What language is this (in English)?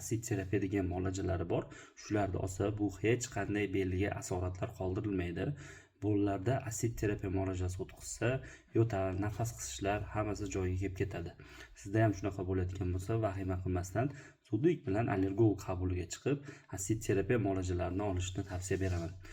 Uzbek